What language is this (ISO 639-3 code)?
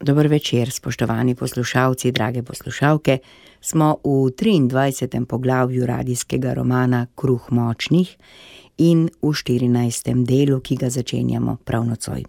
slv